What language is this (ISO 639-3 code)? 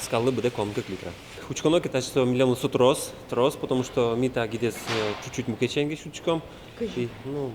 udm